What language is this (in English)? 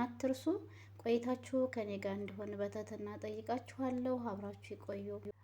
Amharic